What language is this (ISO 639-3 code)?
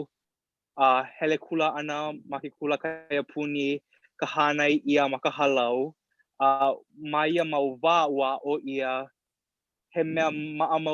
haw